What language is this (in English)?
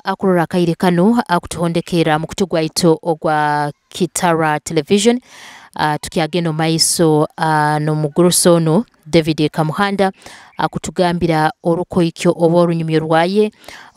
Nyoro